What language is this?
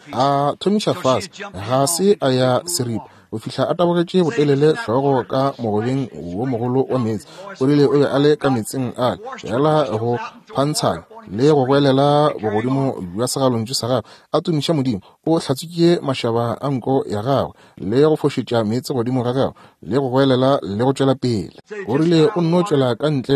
Northern Sotho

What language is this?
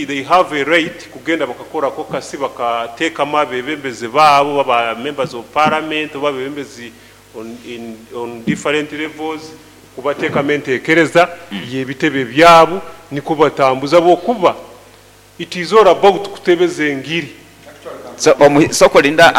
Nyoro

